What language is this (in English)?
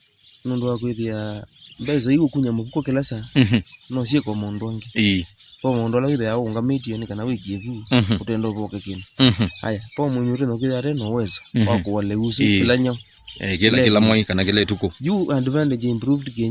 Kamba